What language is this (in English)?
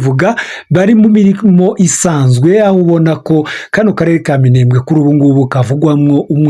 Kinyarwanda